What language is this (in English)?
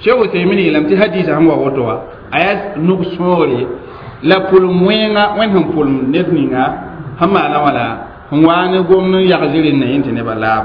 Mossi